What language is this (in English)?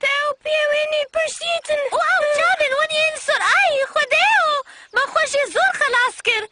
Kurdish